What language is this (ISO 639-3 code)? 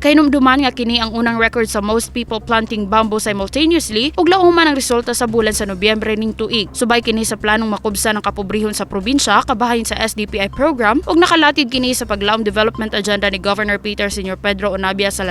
ceb